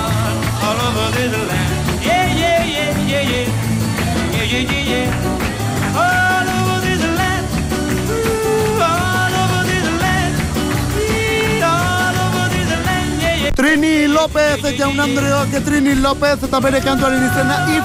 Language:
Basque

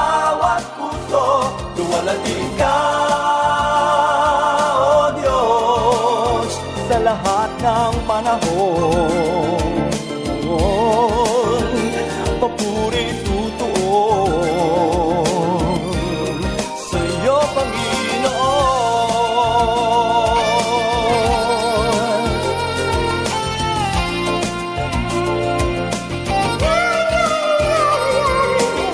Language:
Filipino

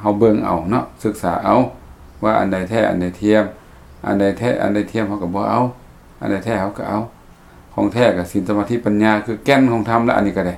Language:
Lao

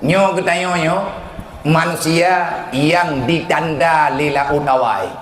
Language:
Achinese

